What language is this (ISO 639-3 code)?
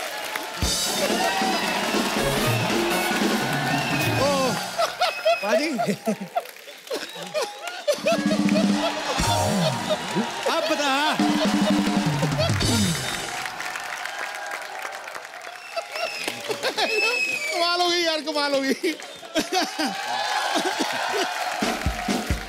hin